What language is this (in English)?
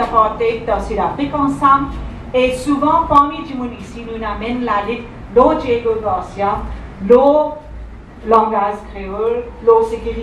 Morisyen